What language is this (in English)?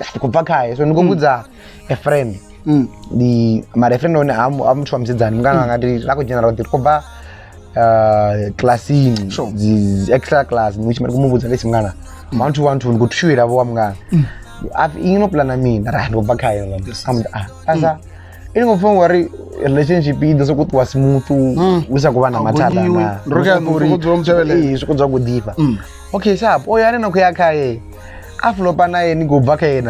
Venda